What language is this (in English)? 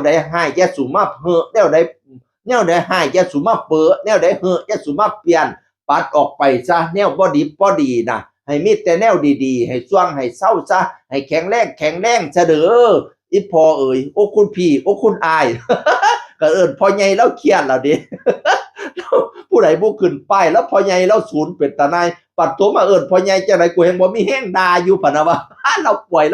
Northeastern Thai